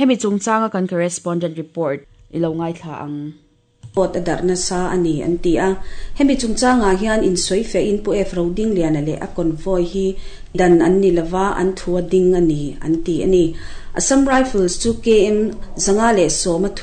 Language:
Mizo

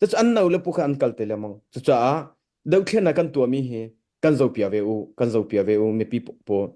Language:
Hakha Chin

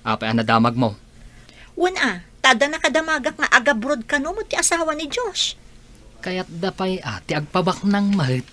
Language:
Iloko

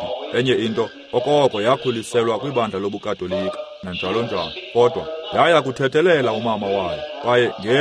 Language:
Xhosa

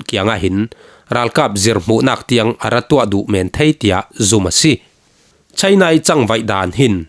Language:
Falam Chin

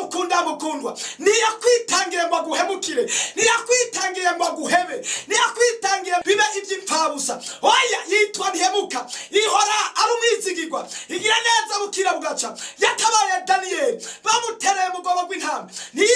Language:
Rundi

